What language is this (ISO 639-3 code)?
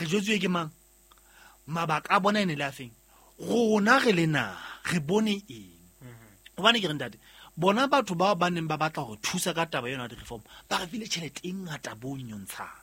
sot